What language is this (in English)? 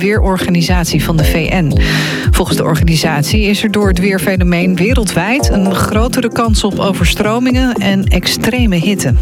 Dutch